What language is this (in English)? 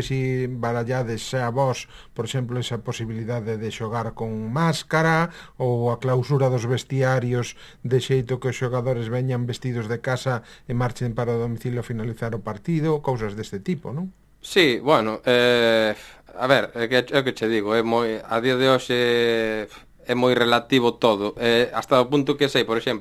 Galician